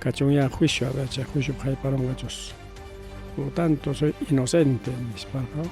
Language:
Ayacucho Quechua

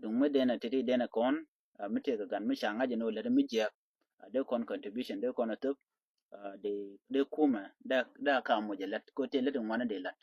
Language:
Nuer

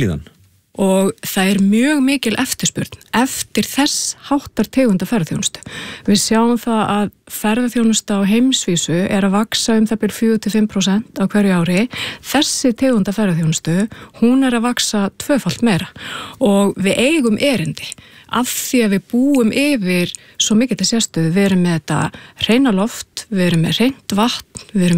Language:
Icelandic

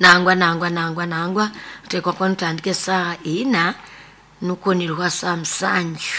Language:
Nyoro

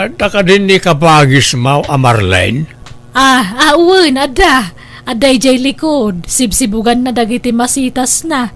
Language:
Iloko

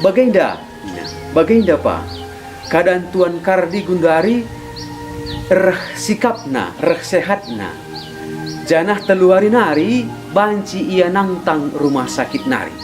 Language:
Batak Karo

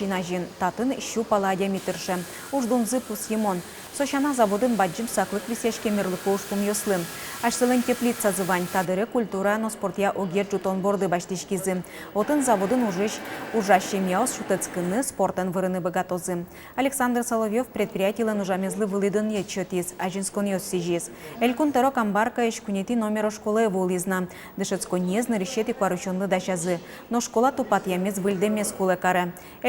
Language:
Udmurt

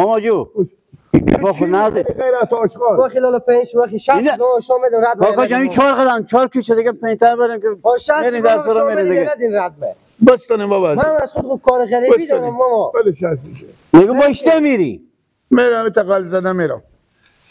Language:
Persian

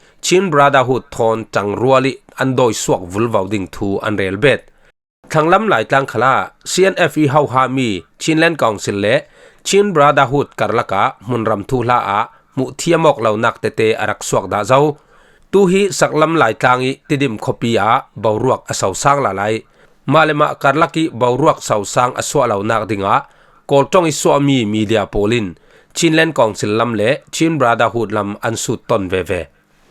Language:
Falam Chin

